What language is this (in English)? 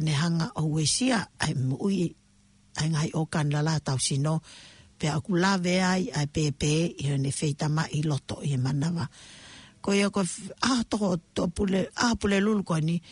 Tongan